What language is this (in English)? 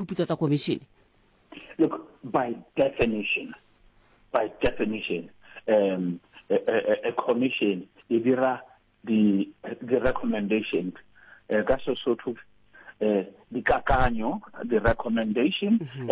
Southern Sotho